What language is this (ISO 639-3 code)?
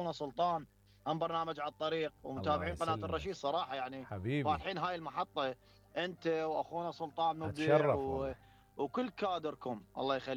acm